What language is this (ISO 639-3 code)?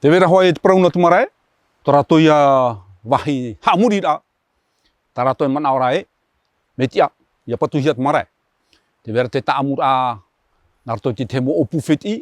tah